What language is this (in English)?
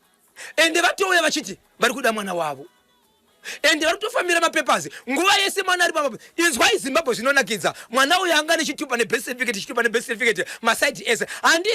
Shona